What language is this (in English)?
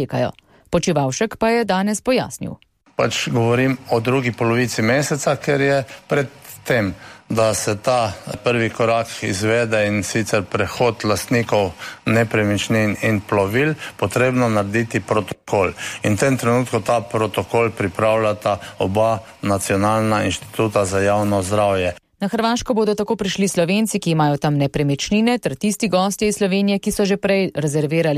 Slovenian